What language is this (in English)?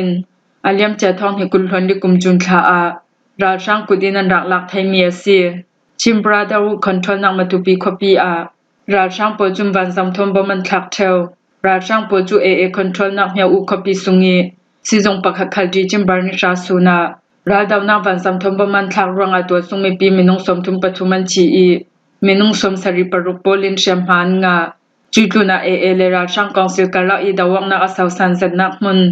Hakha Chin